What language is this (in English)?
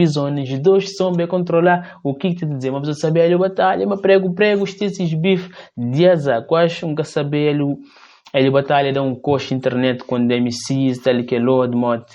Kabuverdianu